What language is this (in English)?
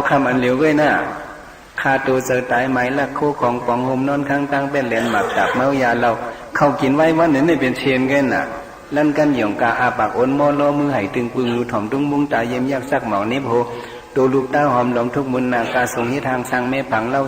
Shan